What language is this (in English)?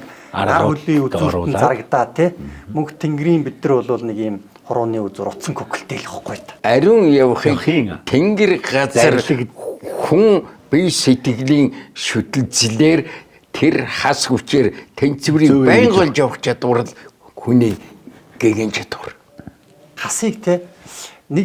Mongolian